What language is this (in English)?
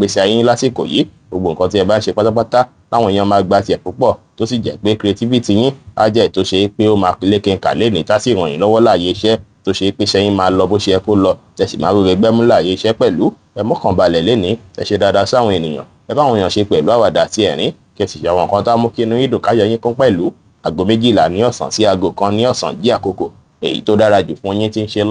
Yoruba